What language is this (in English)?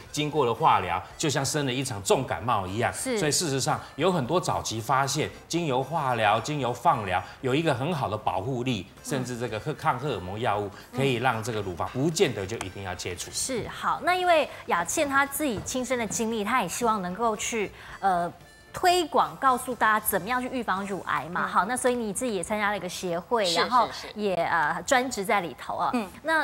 Chinese